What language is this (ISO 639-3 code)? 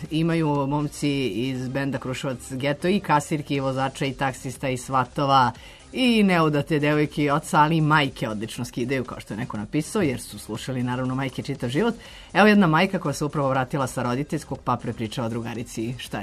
srp